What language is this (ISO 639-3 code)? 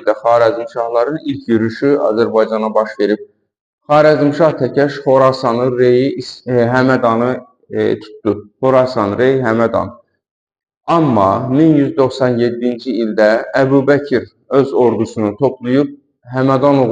aze